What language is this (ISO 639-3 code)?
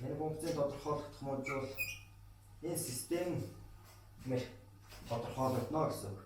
mon